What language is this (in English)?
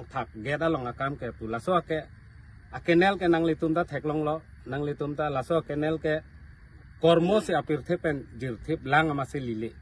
Karbi